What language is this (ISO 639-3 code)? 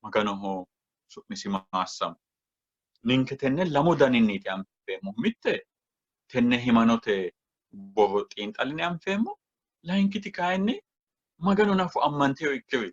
sid